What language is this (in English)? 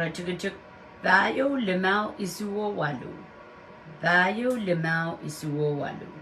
Pohnpeian